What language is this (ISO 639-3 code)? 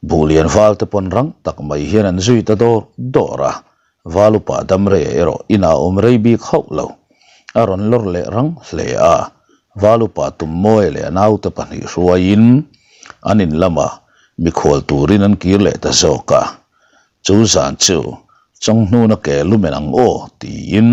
lus